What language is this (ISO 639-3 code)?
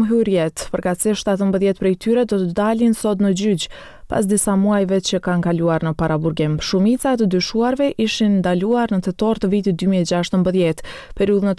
sqi